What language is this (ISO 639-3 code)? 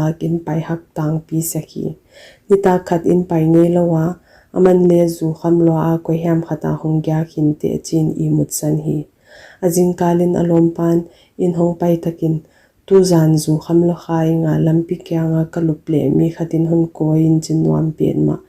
pck